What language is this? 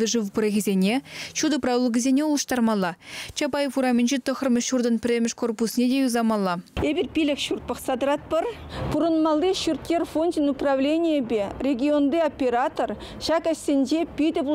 Chuvash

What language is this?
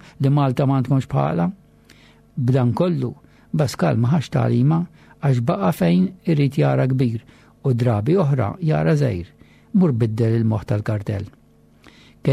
Maltese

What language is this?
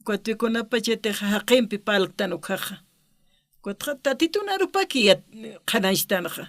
Aymara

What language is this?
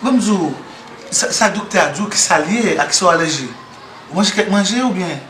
Haitian Creole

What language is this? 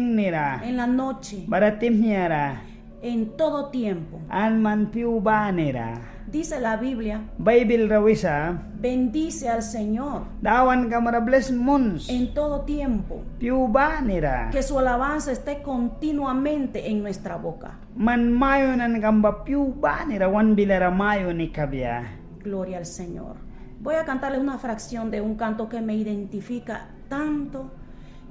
Mískito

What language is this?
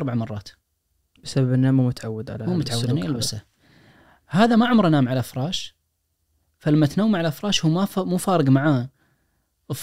Najdi Arabic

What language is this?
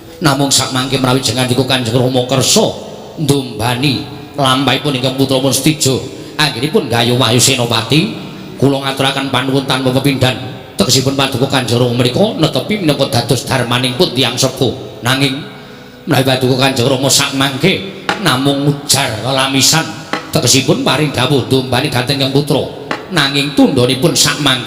Javanese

